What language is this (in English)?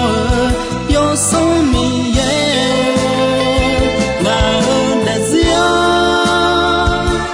Akha